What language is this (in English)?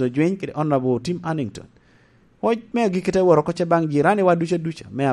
Lango (Uganda)